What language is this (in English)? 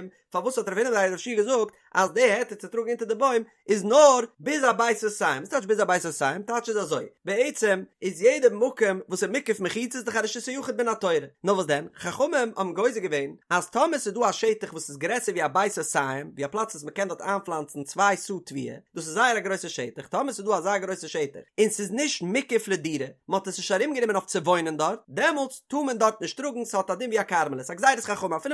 Yiddish